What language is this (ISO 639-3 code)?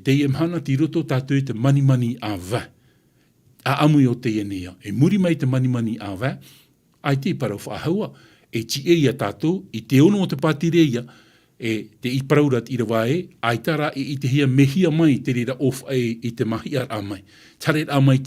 tah